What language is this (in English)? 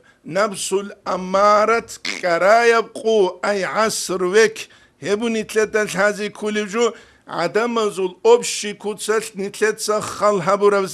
Avaric